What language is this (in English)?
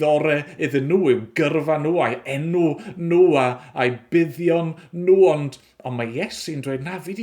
Welsh